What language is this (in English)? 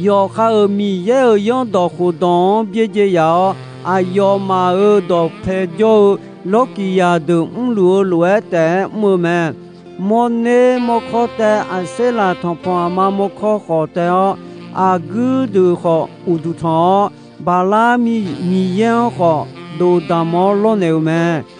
Akha